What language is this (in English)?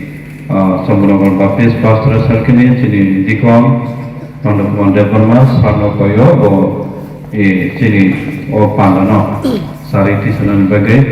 Kok Borok